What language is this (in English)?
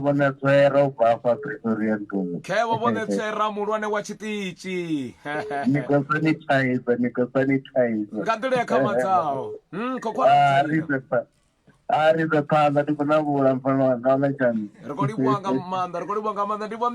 Venda